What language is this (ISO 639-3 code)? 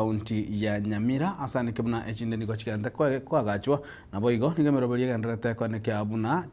guz